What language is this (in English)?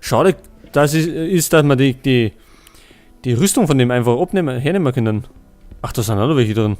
Bavarian